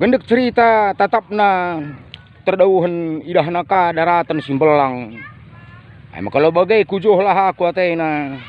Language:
Batak Karo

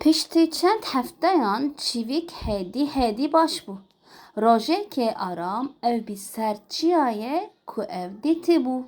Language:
Kurdish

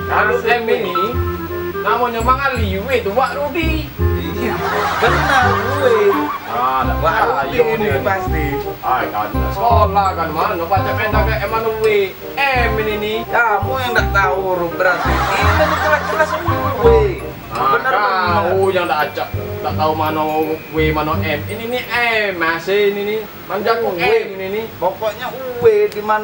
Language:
Musi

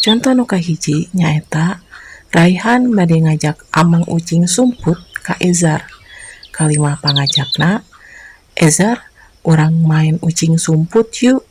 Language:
Sundanese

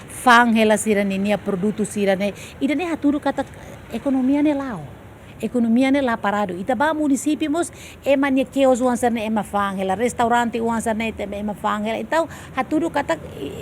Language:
Tetum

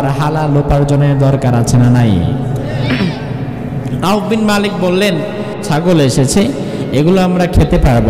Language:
Bangla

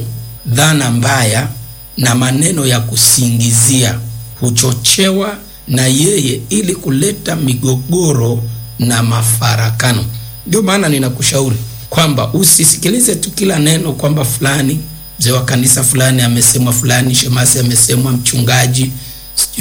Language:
Swahili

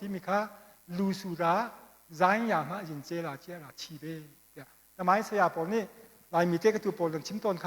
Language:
Hakha Chin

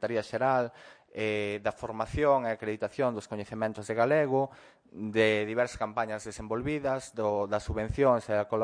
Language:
Galician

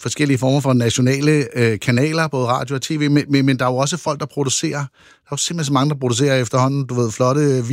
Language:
Danish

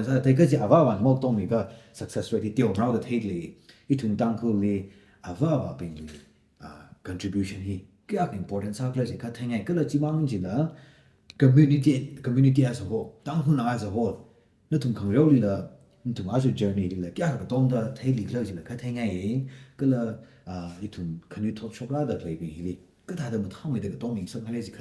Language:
Tangkhul Naga (India)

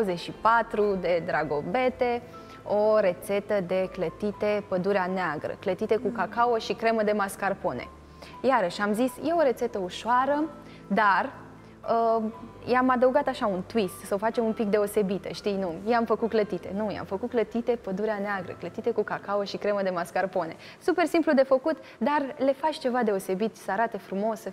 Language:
Romanian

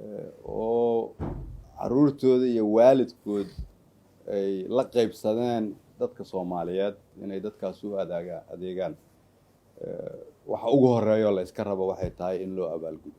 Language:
Somali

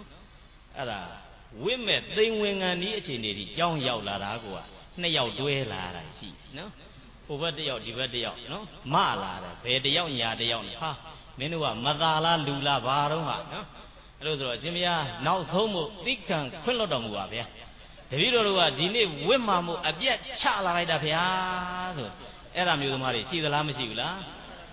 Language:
Burmese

